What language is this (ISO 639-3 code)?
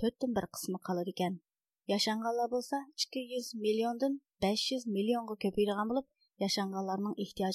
uig